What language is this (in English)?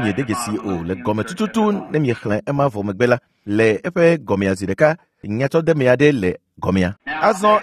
Ewe